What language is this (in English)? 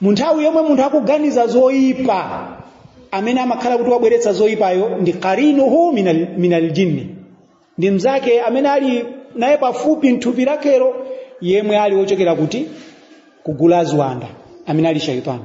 Nyanja